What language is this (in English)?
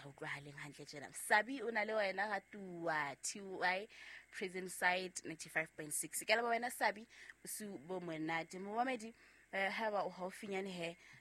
Southern Sotho